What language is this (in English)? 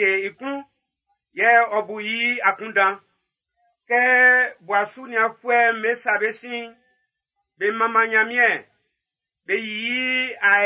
Baoulé